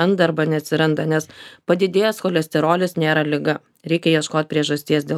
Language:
Lithuanian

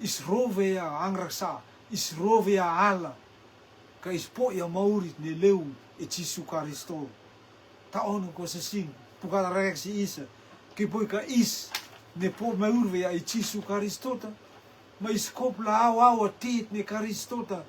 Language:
Rotuman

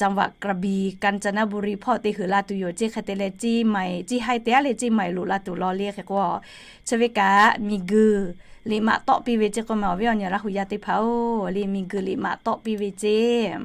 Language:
Lahu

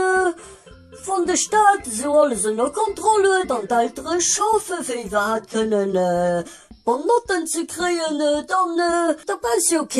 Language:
Luxembourgish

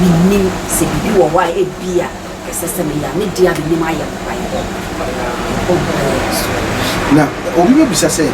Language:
Akan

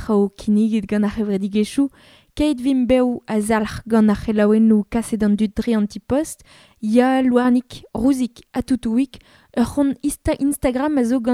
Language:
Breton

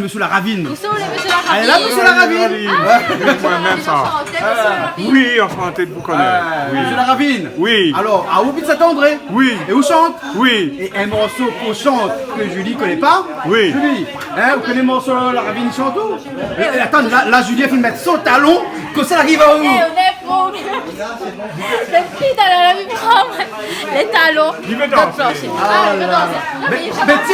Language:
Réunion Creole French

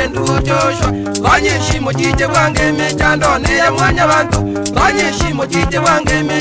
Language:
Gusii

